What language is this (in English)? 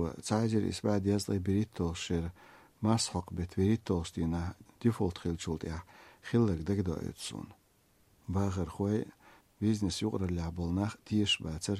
Chechen